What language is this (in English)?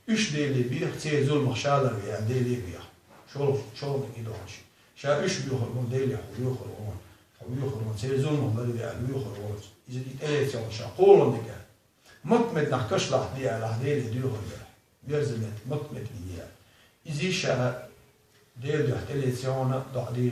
Chechen